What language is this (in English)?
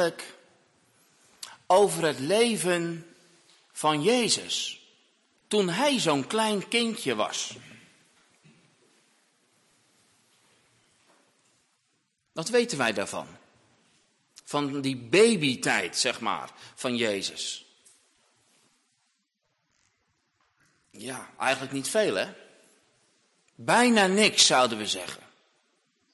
Dutch